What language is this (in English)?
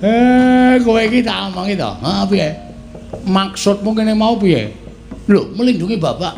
Javanese